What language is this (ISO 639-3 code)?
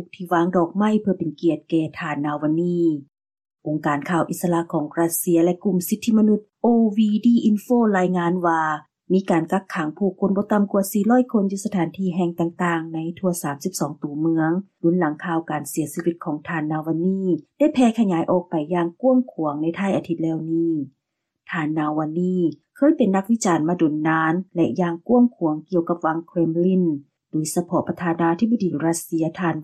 lao